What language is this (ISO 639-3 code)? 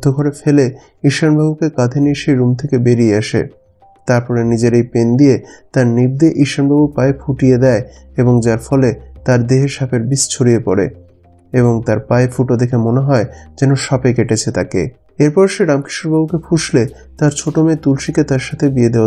ben